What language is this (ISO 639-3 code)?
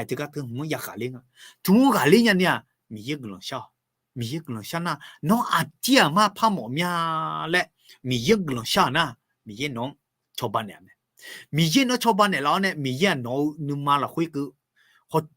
ahk